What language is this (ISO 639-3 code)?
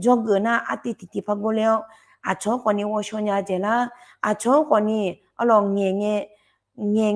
ahk